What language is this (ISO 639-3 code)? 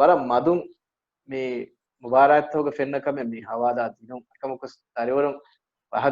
div